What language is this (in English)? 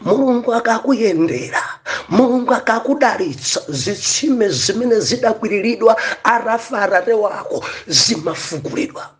Nyanja